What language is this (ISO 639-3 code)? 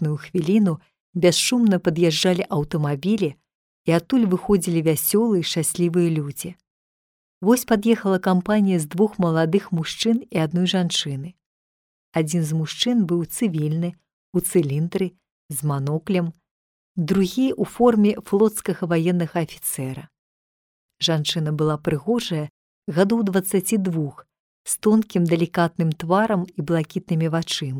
bel